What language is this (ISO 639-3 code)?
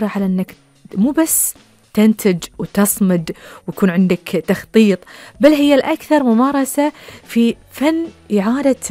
afb